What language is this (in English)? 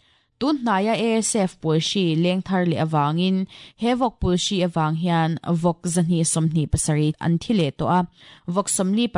Mizo